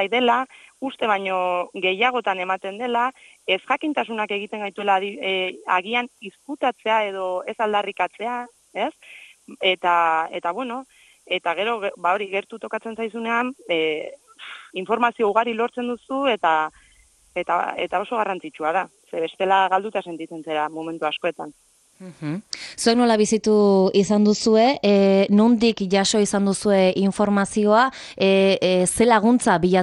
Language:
Basque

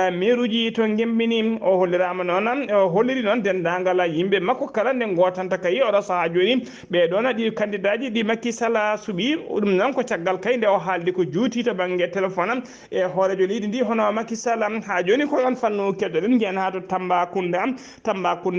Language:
Fula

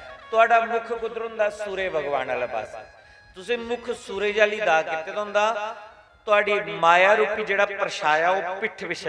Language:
Dogri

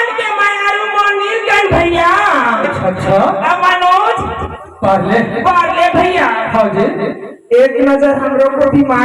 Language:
Chhattisgarhi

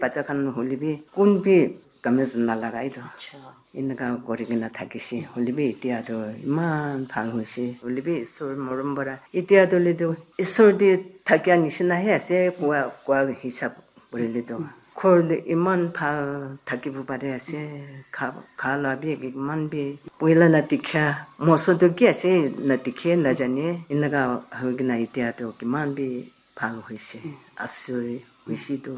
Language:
Naga Pidgin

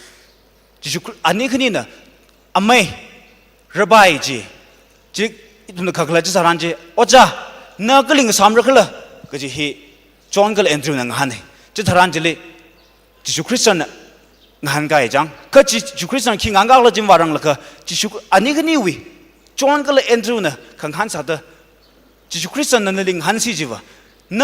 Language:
Tangkhul Naga (India)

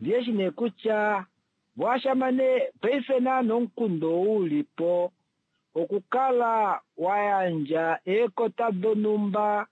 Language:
Kuanyama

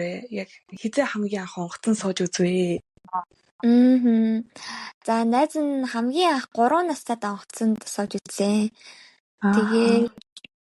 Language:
Mongolian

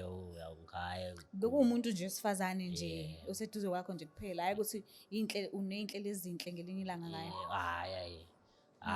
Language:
Zulu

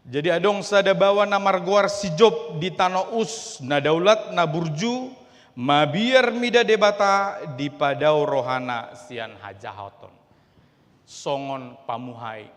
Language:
Batak Toba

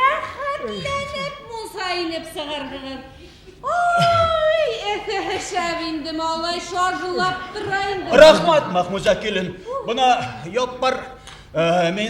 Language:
Bashkir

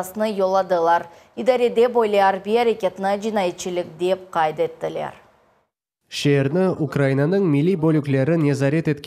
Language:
Crimean Tatar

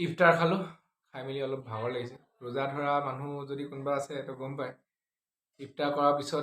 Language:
Assamese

